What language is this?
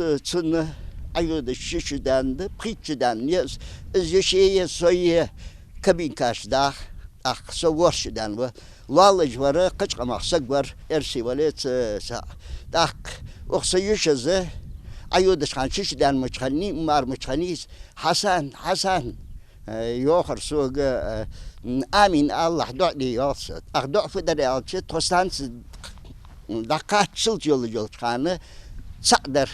Ingush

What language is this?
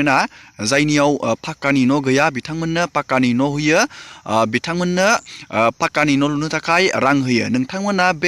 Bodo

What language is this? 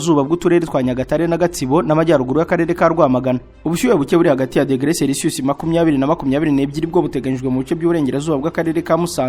Kinyarwanda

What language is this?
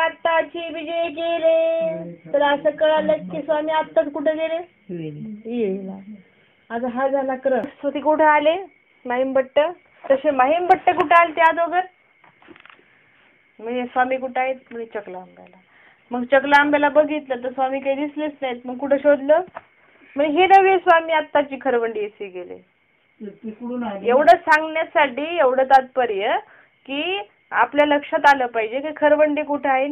Marathi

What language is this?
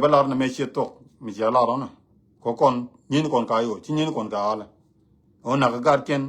Nuer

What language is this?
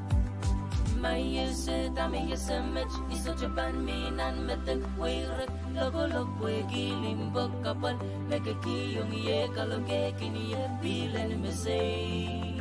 Pohnpeian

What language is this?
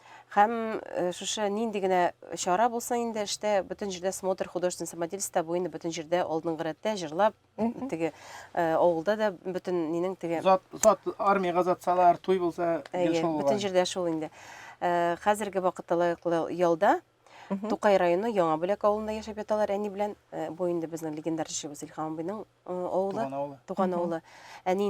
Tatar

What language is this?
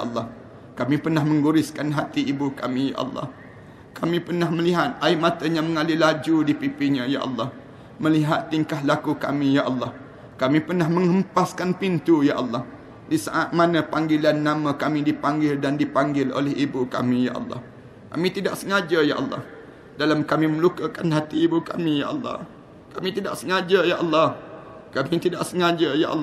Malay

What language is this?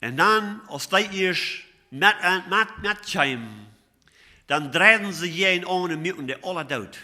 Plautdietsch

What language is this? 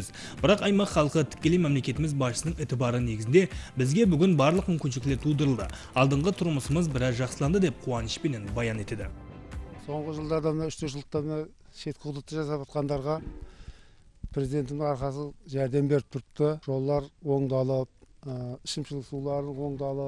Kara-Kalpak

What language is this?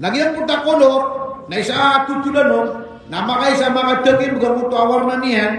Maranao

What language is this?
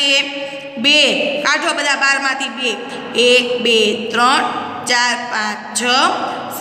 Gujarati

